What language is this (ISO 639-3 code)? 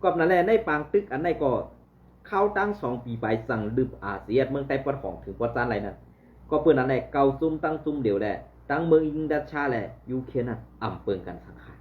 shn